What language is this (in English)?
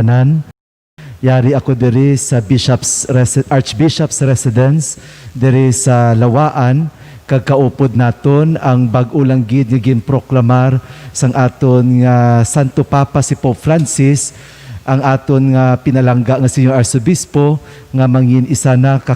Hiligaynon